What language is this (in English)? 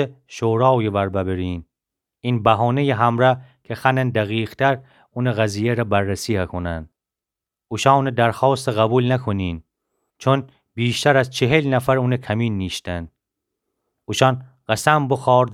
Gilaki